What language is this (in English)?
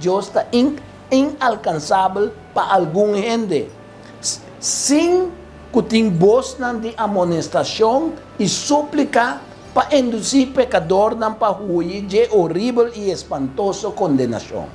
Papiamento